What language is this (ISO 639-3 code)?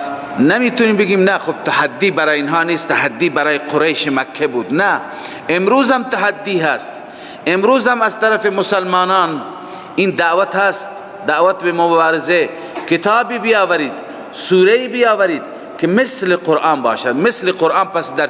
fas